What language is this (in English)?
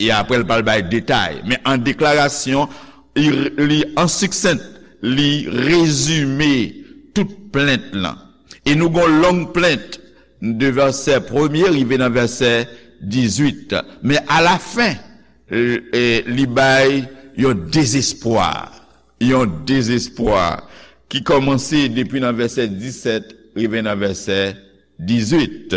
Haitian Creole